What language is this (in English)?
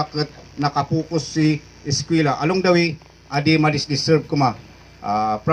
Kankanaey